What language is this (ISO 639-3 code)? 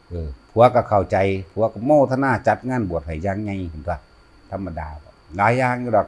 lao